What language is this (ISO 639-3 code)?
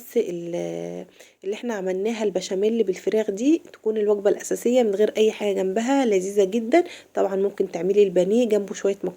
arz